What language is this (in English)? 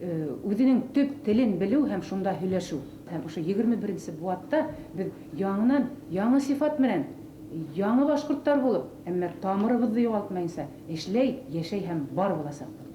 Bashkir